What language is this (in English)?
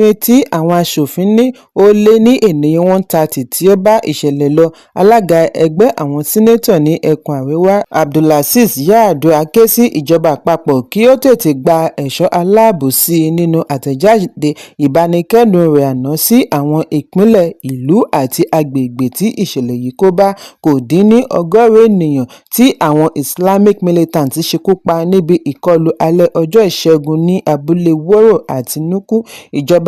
Yoruba